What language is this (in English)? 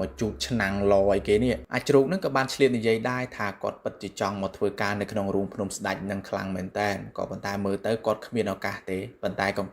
Khmer